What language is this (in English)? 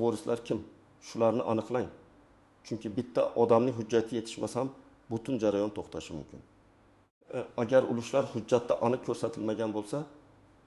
Uzbek